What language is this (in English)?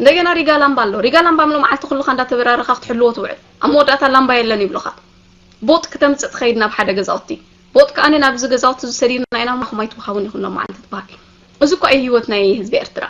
Tigrinya